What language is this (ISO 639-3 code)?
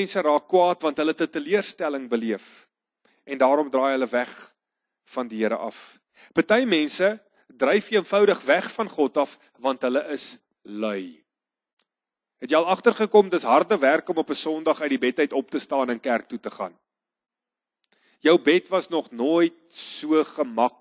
afr